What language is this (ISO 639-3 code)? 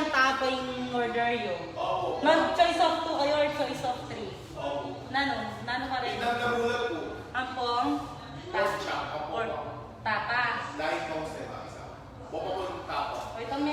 pam